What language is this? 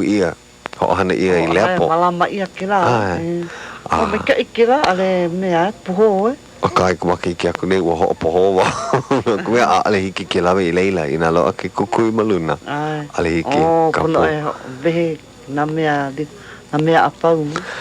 Hawaiian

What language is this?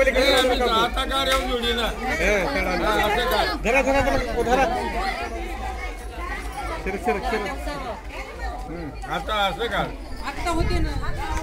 Marathi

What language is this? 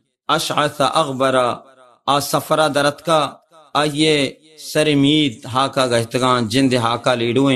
Baluchi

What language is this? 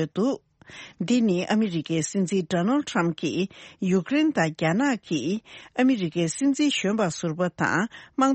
Tibetan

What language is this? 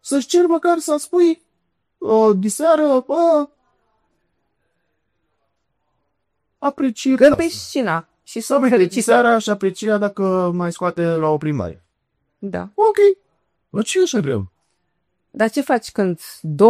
Romanian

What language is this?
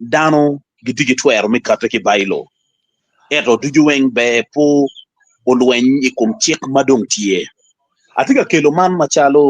Acoli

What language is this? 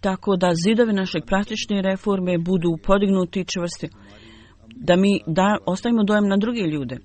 Bosnian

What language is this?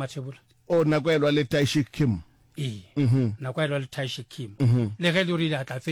Northern Sotho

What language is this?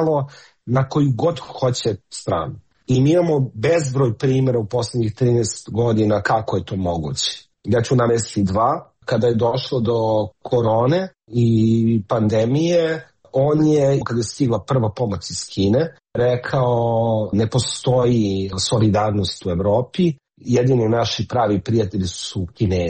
Serbian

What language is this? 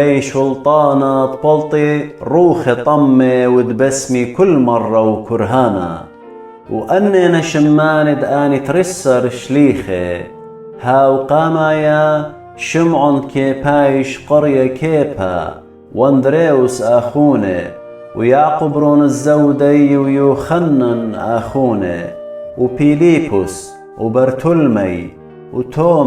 Assyrian Neo-Aramaic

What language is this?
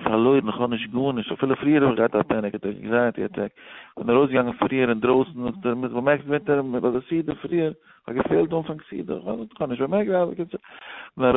Yiddish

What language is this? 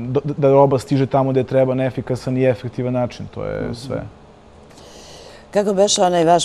Serbian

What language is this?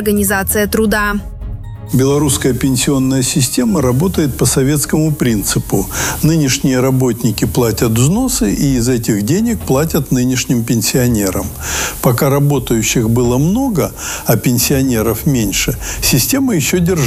Russian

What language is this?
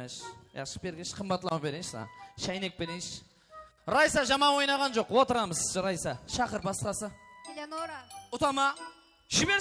Kara-Kalpak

